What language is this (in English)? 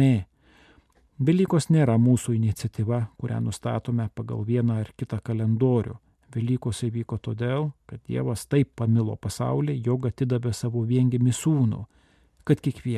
Lithuanian